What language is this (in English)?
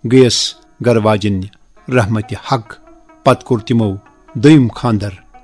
Kashmiri